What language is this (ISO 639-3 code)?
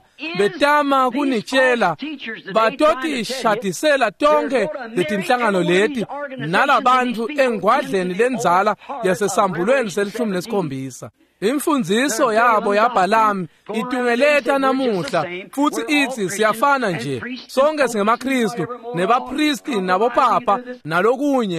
ssw